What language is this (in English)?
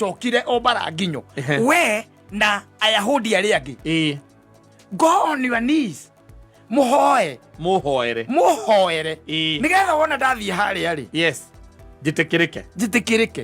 Kikuyu